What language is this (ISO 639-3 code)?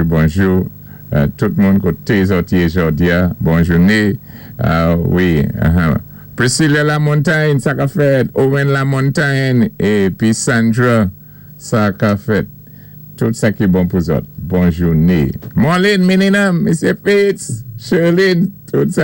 acf